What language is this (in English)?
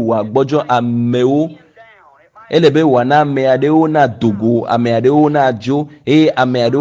Ewe